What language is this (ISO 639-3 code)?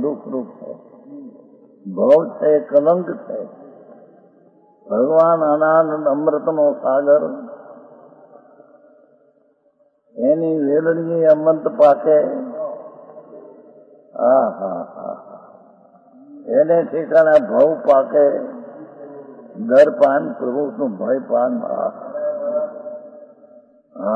guj